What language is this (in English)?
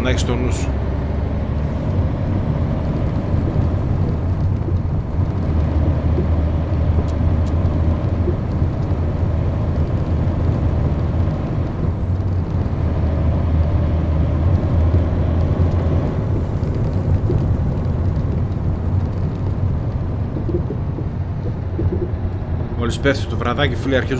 Greek